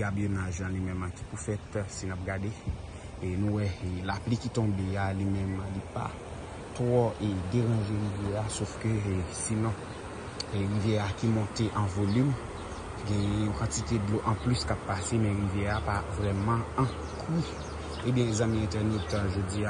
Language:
Haitian Creole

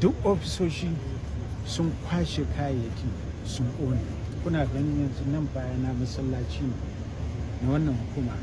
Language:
Hausa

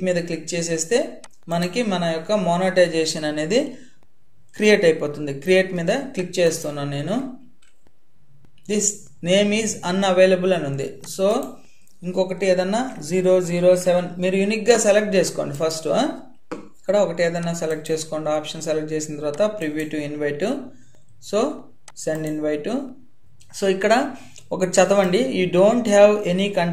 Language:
Telugu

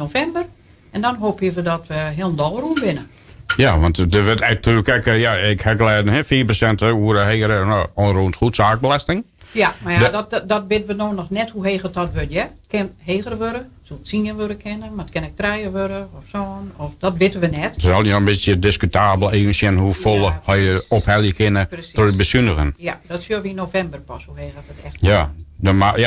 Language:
Western Frisian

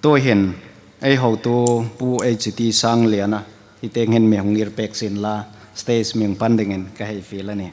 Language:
Hmar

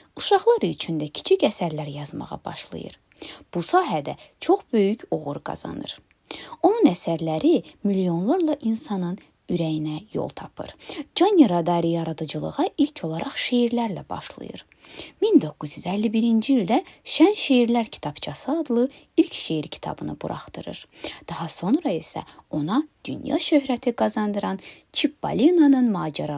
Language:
Azerbaijani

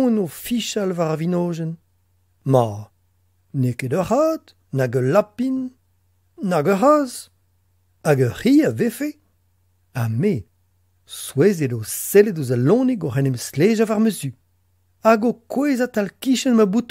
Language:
Breton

